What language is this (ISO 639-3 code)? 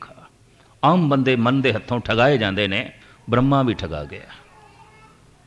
pan